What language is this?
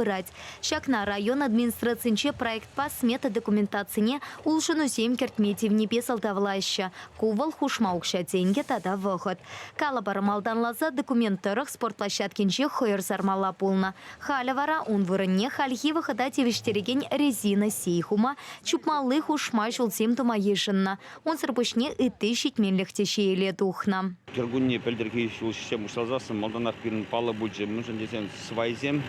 Chuvash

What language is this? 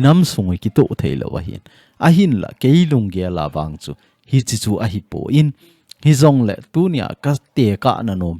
Thado Chin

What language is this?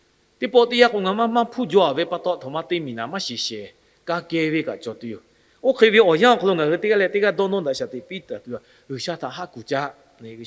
Lahu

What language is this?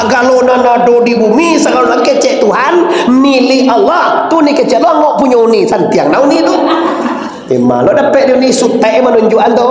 Minangkabau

